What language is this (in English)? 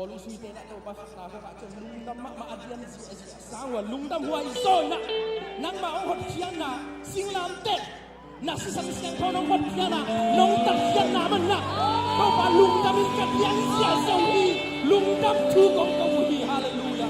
Tedim Chin